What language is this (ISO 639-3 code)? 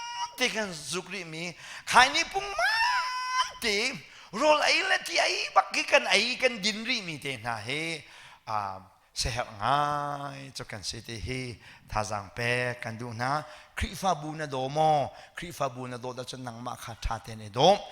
cnh